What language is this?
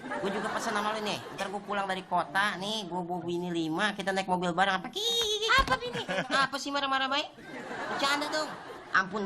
Betawi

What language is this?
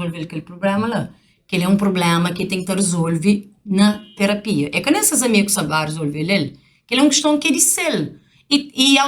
Kabuverdianu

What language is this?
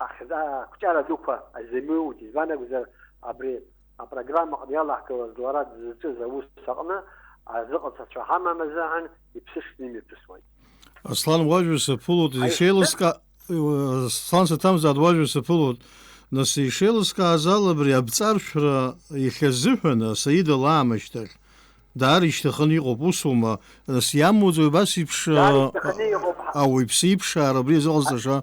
Abkhazian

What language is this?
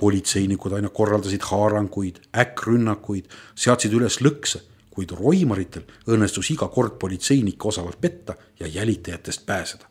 Estonian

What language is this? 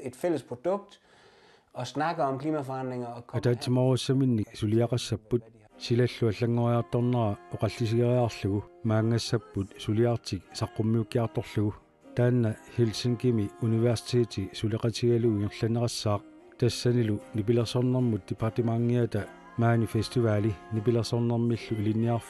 Kalaallisut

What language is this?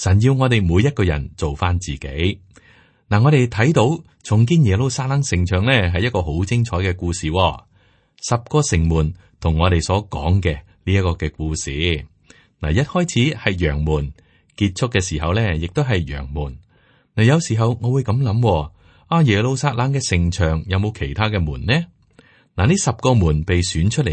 Cantonese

